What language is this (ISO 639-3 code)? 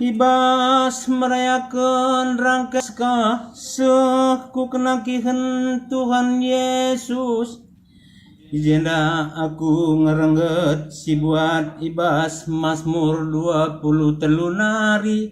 btx